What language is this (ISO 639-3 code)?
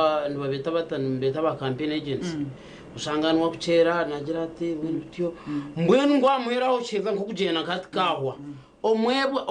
nyn